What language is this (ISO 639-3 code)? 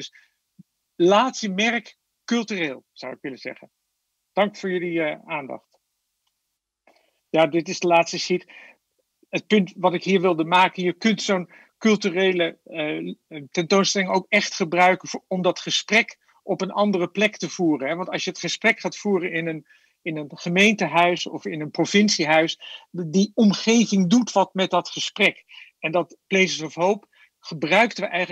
nld